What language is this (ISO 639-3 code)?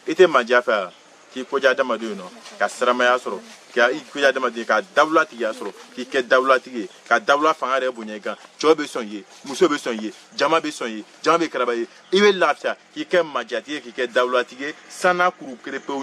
bam